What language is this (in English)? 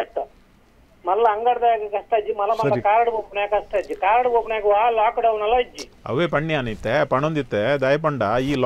Tulu